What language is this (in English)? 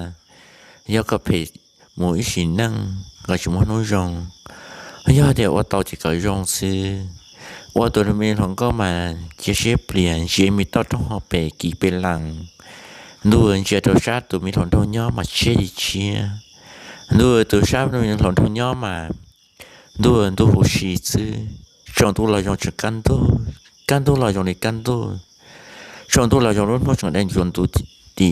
Hmong